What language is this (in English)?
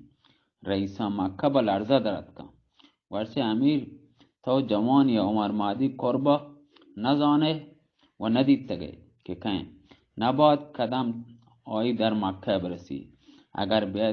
Baluchi